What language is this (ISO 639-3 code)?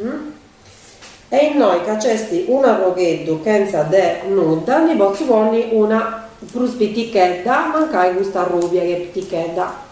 srd